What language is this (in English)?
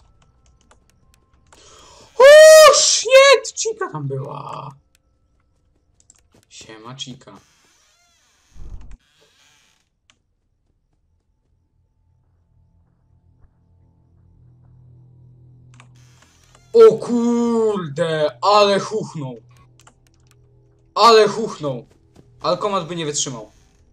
Polish